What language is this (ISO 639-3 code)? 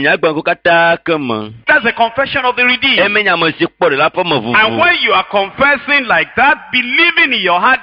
ewe